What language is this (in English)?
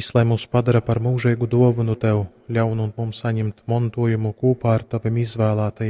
Latgalian